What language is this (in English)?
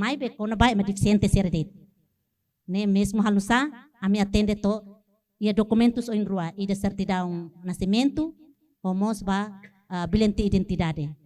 Tetum